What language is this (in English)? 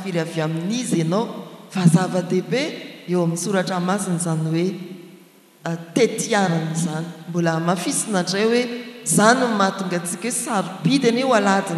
Malagasy